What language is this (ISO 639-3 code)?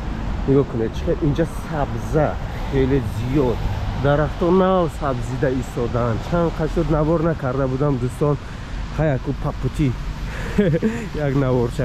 tgk